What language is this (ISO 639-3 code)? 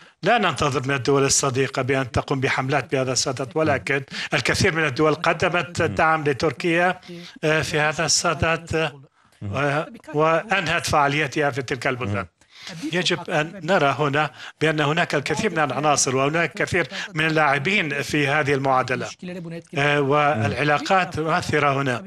ara